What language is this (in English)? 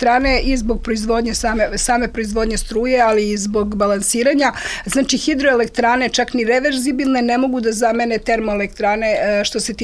Serbian